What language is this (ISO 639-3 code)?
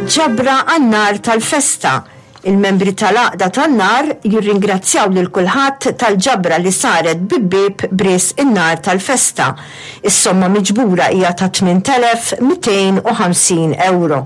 mlt